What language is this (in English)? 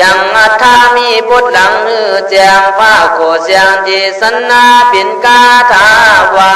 Khün